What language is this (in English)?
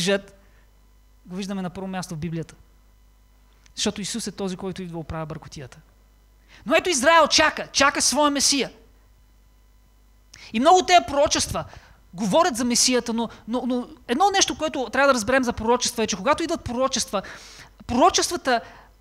Bulgarian